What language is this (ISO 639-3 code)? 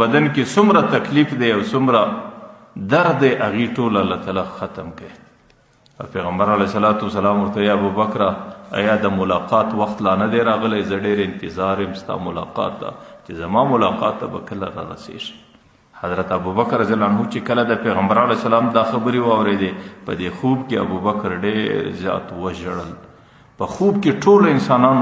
pus